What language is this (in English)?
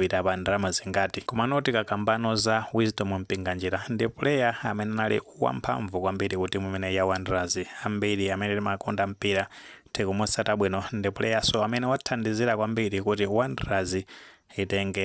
Nyanja